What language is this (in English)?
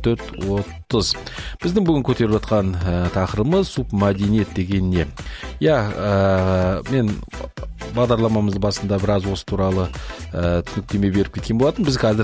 Kazakh